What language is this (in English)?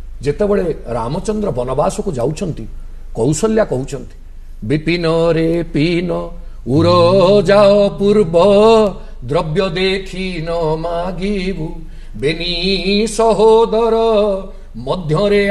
Odia